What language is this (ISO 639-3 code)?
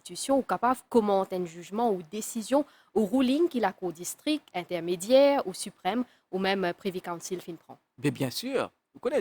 mfe